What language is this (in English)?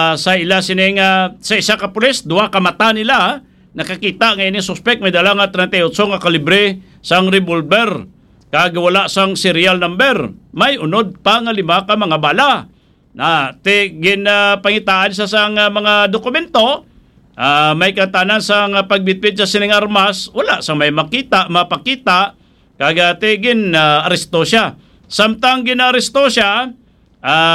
Hiligaynon